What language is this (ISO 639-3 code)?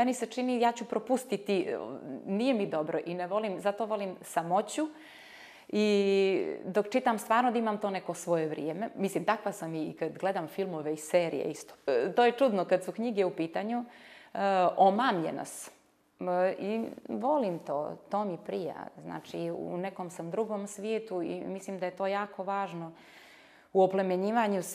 bos